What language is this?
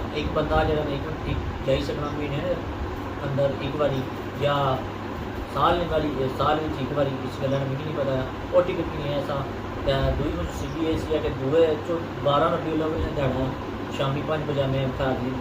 Pahari-Potwari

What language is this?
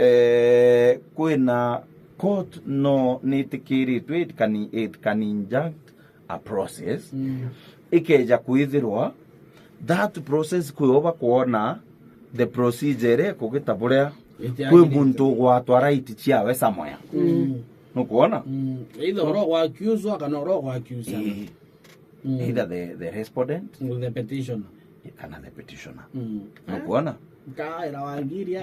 Meru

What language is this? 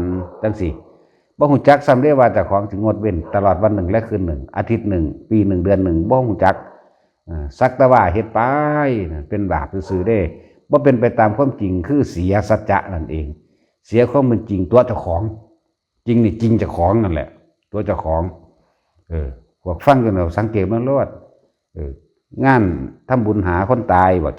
Lao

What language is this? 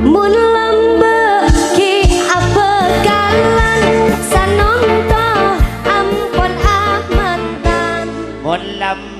Madurese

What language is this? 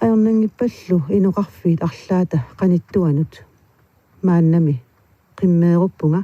Kalaallisut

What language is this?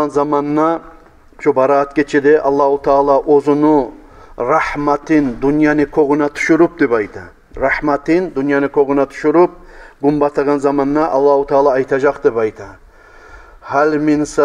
Kumyk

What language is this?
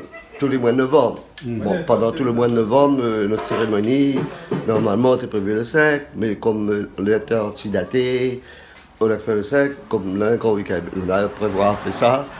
Réunion Creole French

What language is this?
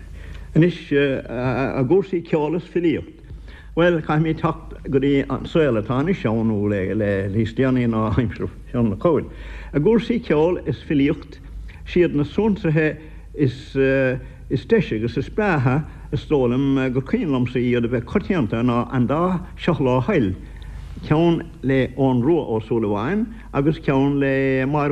Irish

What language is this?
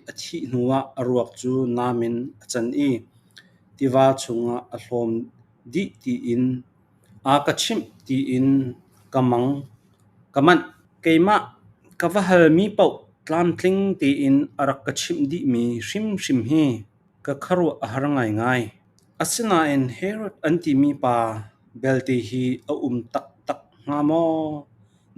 Falam Chin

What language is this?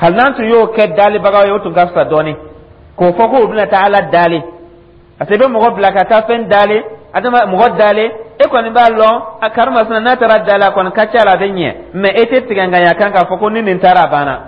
Dyula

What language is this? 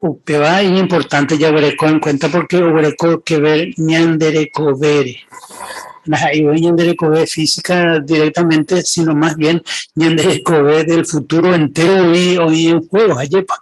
Guarani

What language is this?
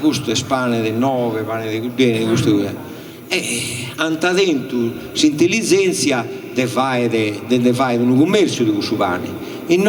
Sardinian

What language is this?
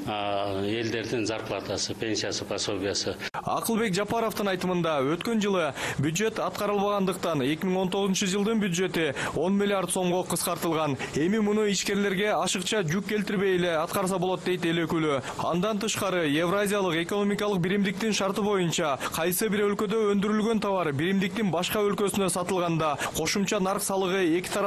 Kyrgyz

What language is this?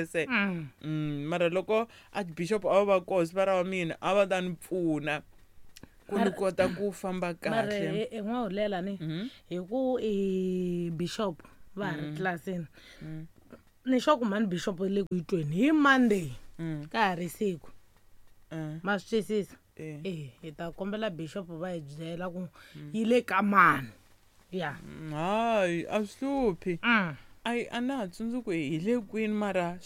Tsonga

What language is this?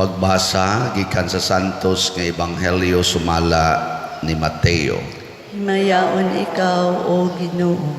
Cebuano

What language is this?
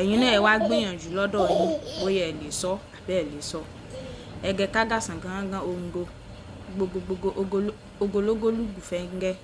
Yoruba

